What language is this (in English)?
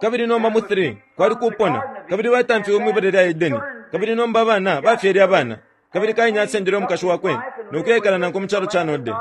Bemba